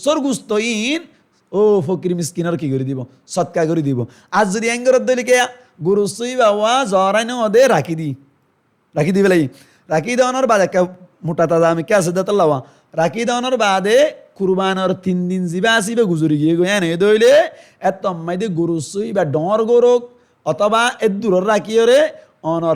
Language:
Rohingya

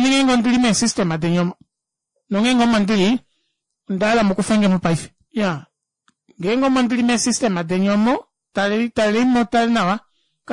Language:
Kuanyama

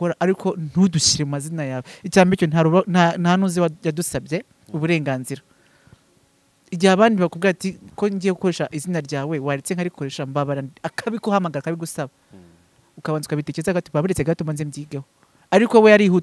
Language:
Kinyarwanda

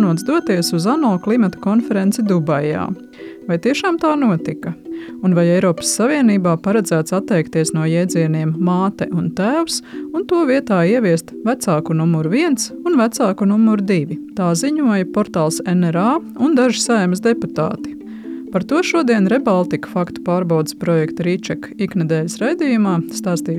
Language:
Latvian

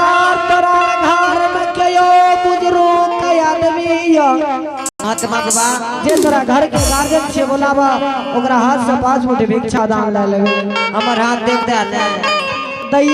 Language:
Angika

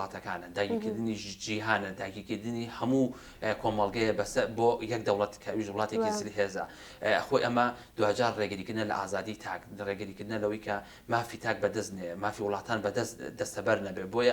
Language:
Central Kurdish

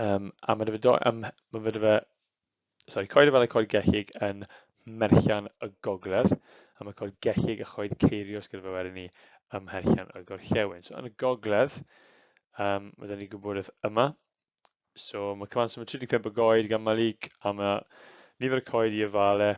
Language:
Welsh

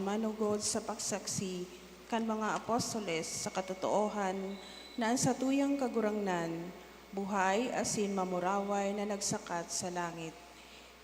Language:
Bikol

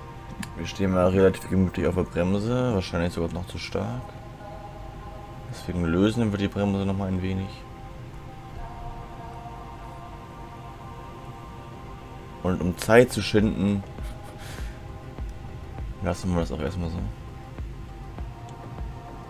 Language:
German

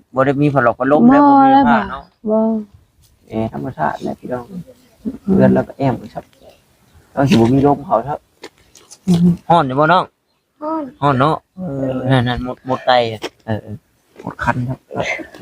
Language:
Northeastern Thai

